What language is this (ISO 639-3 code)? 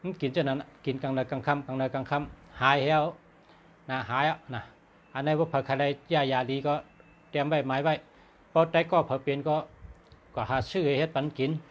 shn